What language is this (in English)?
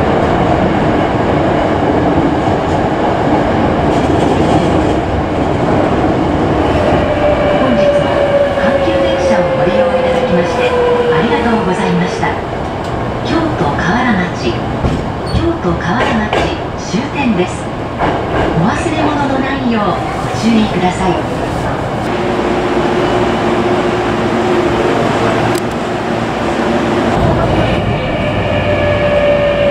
Japanese